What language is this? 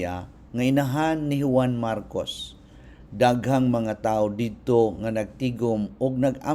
Cebuano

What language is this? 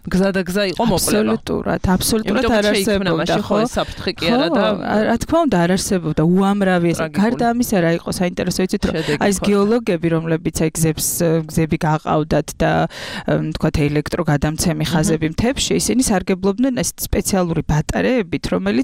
Georgian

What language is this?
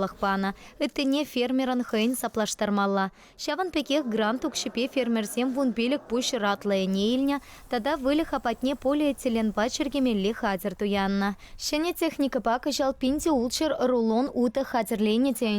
Chuvash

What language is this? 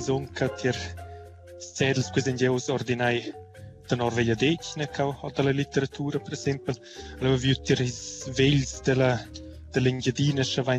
Romansh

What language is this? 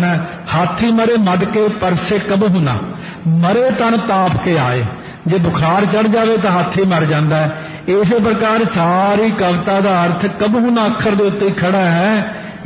Punjabi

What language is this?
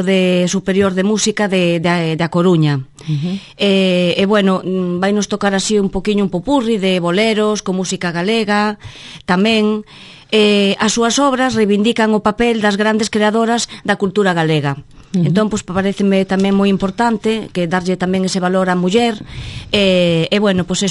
Galician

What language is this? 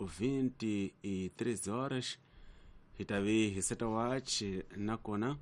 Tsonga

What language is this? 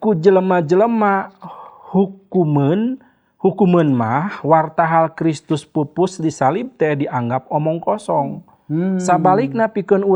Sundanese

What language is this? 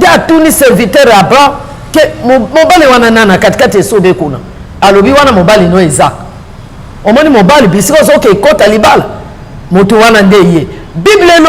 Lingala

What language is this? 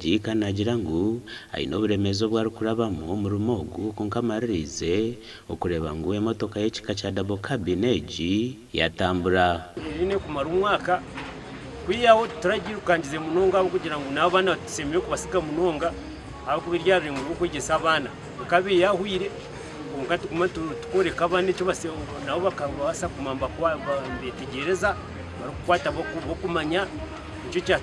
Nyankole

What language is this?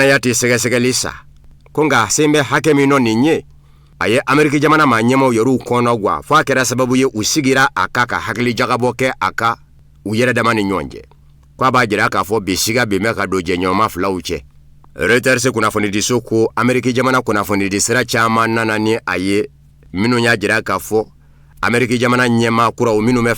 Bambara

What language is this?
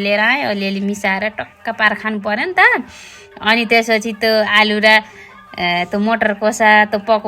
Nepali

